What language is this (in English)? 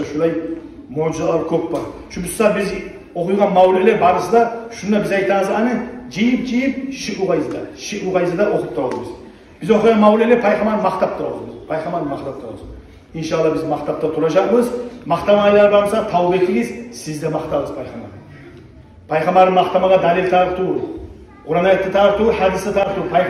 Kumyk